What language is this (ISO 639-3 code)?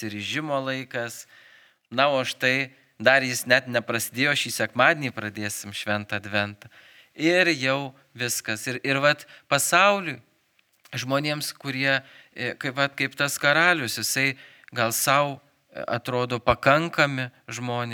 lit